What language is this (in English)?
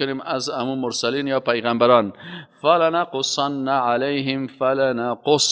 Persian